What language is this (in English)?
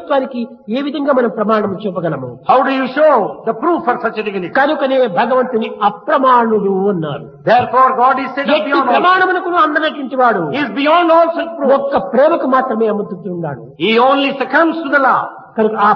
Telugu